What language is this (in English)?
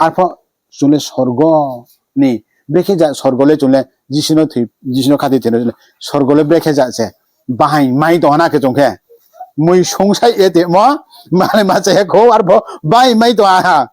Riang (India)